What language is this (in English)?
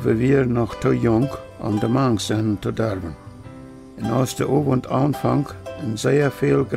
Plautdietsch